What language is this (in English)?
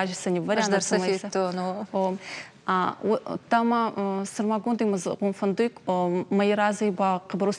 Ossetic